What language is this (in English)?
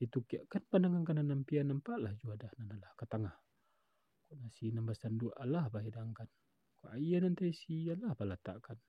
Minangkabau